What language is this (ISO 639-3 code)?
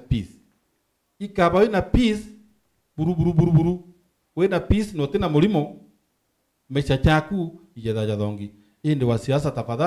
mer